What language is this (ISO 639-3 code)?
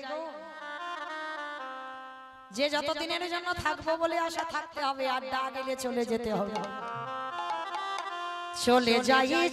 ben